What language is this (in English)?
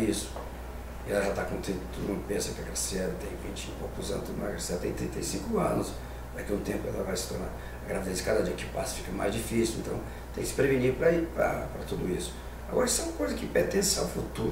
Portuguese